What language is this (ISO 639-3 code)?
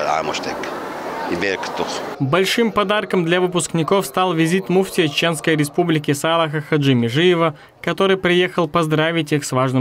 che